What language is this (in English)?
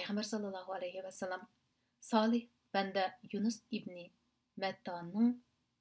Uyghur